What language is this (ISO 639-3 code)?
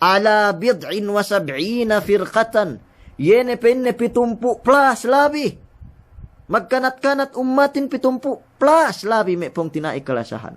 yka